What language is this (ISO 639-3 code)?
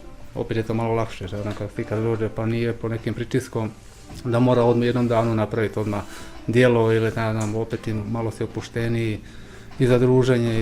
bos